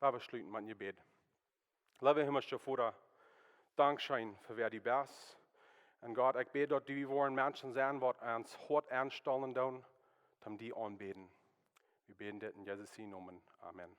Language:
Plautdietsch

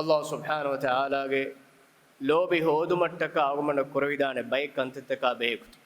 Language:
Divehi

